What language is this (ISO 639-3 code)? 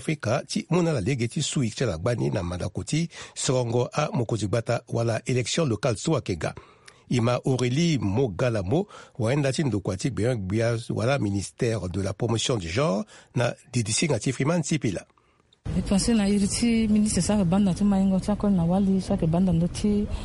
sag